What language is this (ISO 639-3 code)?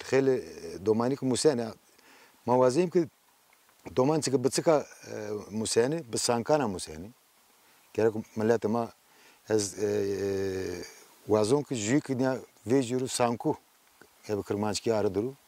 zza